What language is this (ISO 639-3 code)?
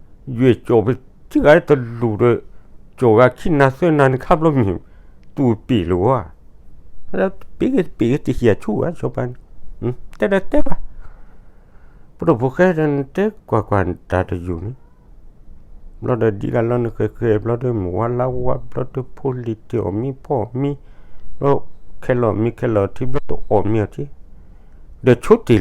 ksw